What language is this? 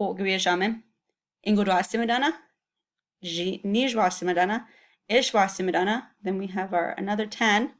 Chippewa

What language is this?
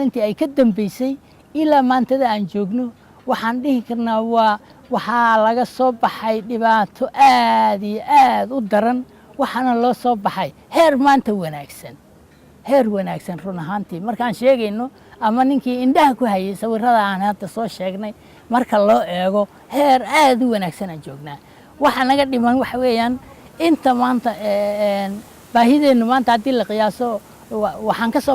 Somali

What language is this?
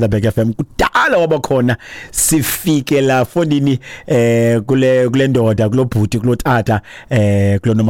Xhosa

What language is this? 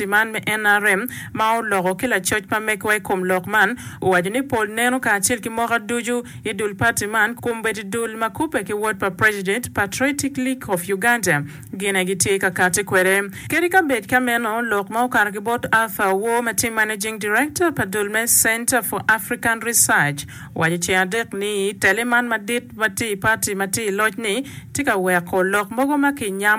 Acoli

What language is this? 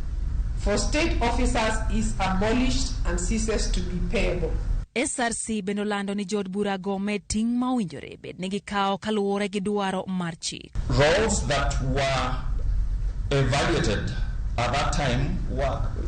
Luo (Kenya and Tanzania)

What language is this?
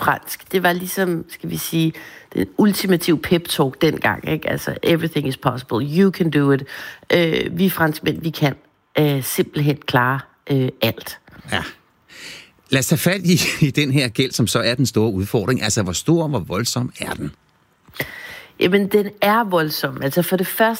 Danish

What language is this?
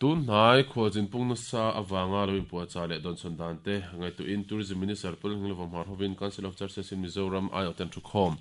Mizo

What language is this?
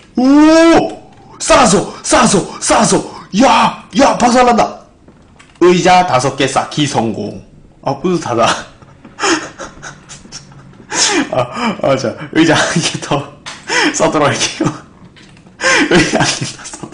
Korean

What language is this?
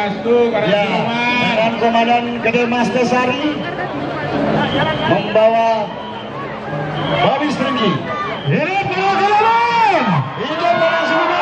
Indonesian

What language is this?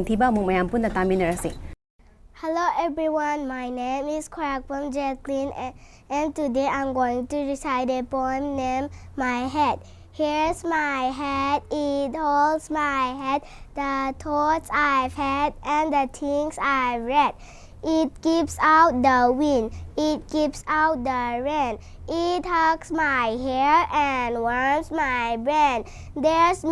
Manipuri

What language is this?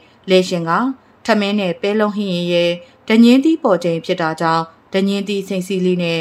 Burmese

